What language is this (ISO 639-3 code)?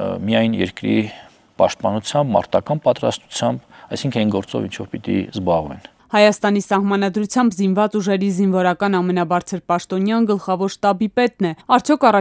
hye